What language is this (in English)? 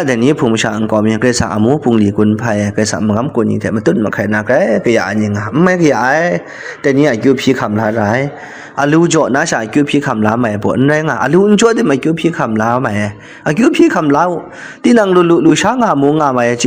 Kachin